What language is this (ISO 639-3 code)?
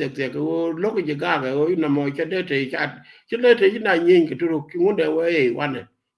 nus